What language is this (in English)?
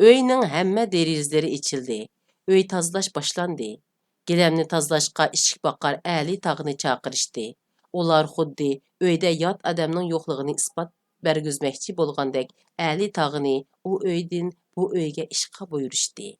Uyghur